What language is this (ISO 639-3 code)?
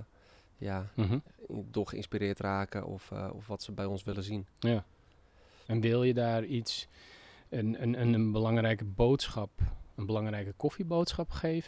nld